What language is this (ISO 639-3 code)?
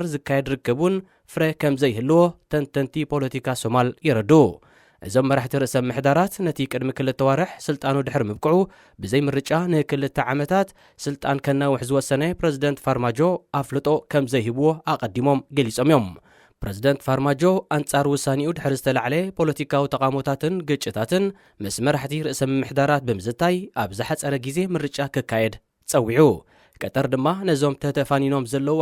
tir